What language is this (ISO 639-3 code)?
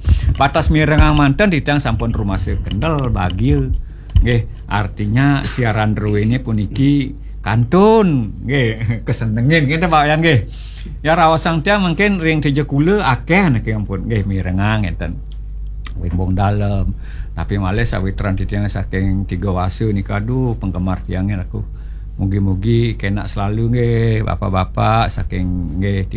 ban